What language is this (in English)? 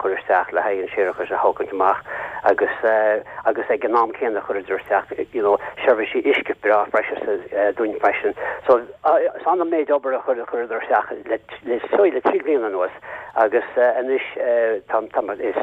Irish